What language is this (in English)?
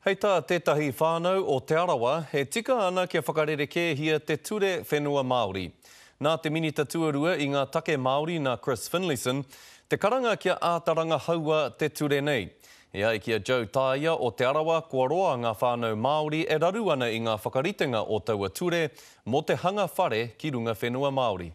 Māori